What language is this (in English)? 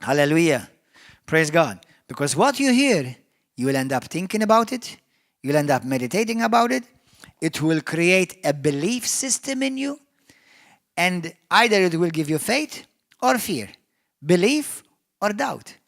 English